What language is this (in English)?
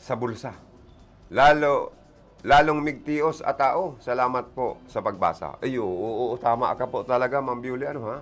Bikol